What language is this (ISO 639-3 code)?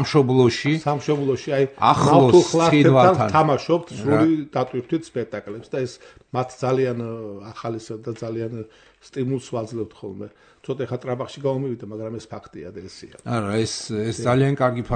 kat